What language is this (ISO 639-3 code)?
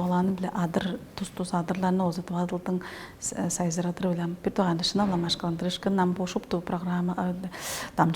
tyv